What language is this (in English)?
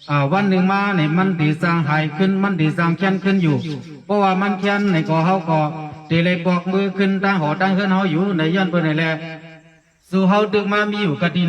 Shan